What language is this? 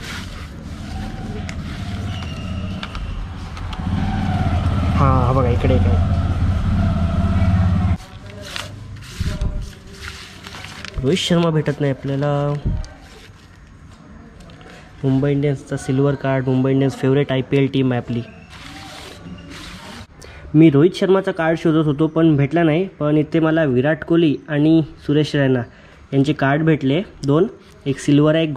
Marathi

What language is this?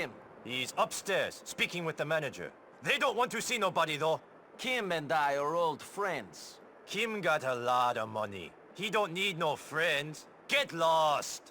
Bavarian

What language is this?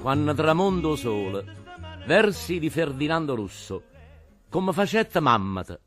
Neapolitan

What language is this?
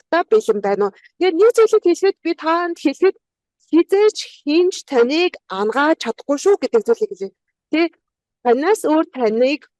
Mongolian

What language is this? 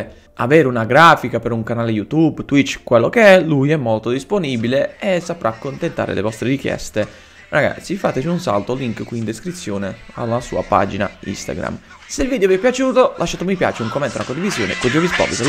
Italian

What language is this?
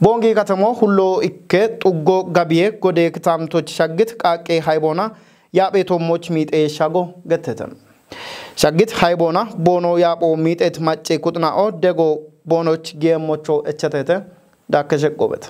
Kafa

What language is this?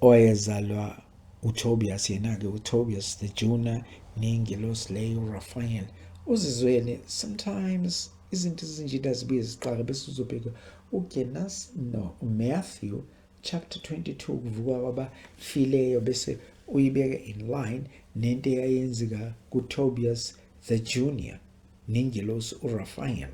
Zulu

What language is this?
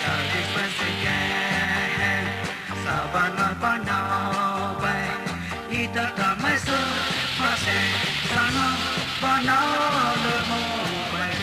Poumei Naga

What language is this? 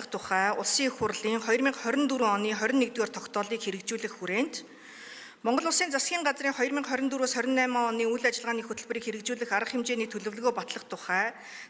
Mongolian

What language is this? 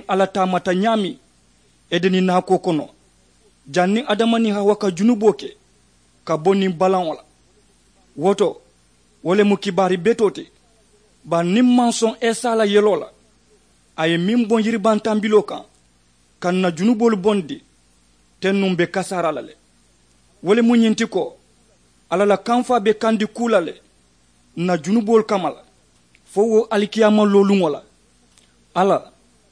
Mandingo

